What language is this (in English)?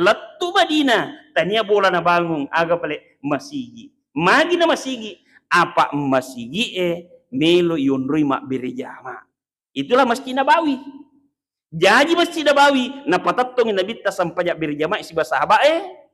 Buginese